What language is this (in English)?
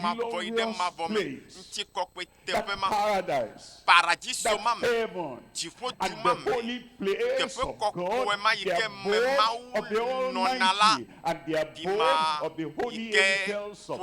Ewe